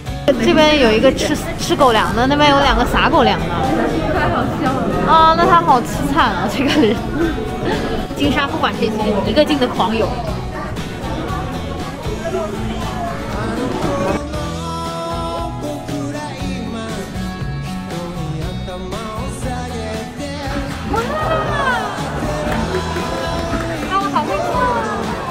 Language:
Chinese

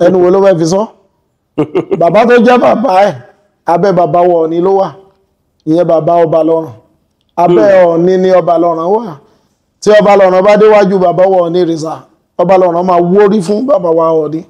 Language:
Yoruba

